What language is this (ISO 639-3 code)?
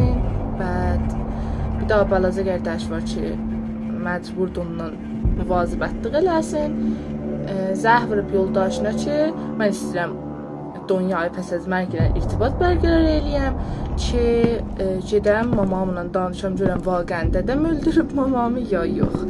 azb